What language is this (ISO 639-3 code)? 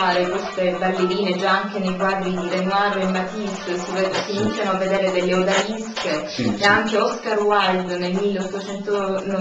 ita